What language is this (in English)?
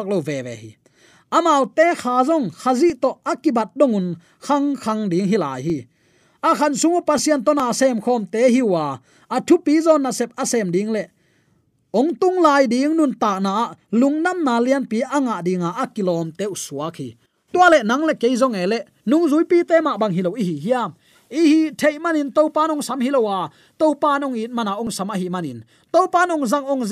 Tedim Chin